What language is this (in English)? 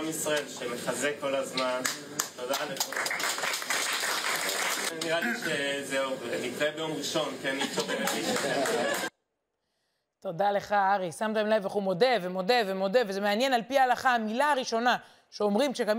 Hebrew